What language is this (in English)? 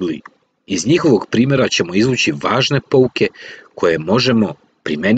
Serbian